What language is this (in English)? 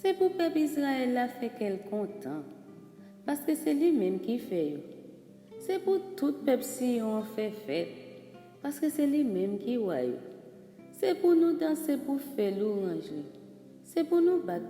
Haitian Creole